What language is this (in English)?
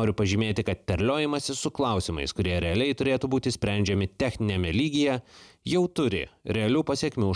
Lithuanian